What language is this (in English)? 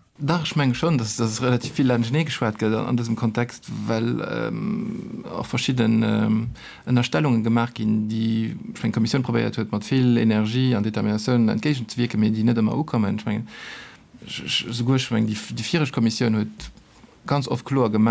Luxembourgish